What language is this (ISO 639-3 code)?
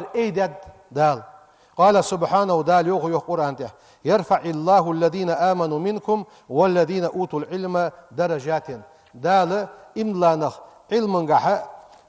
inh